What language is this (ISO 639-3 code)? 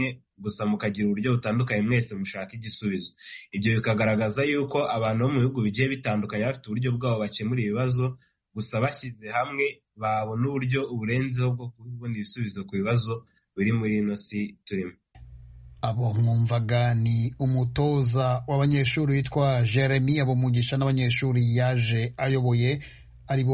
kin